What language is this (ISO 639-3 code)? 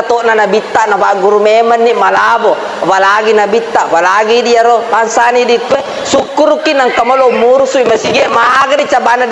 bug